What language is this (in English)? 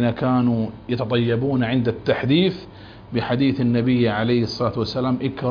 Arabic